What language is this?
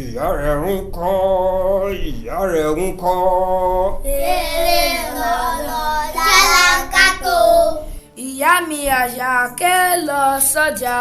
Yoruba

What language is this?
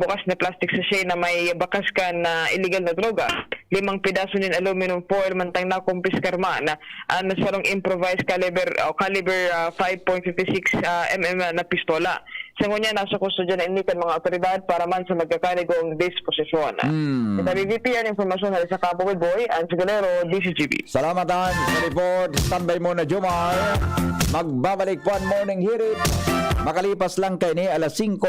Bikol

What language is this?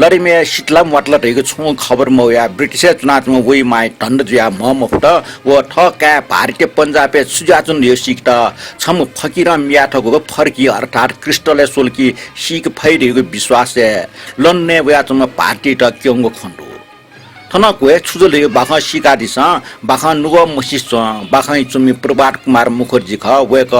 Newari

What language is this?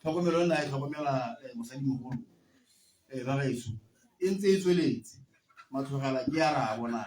Tswana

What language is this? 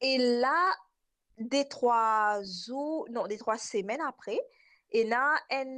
Morisyen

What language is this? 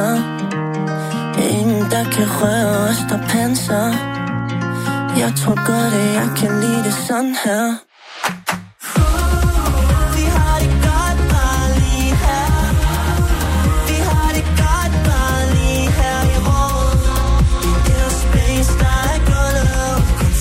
Danish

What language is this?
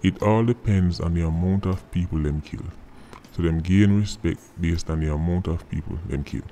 Jamaican Creole English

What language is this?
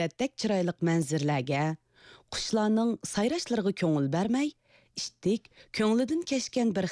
Uyghur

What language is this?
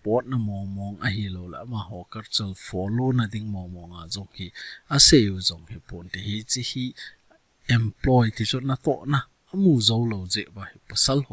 Thado Chin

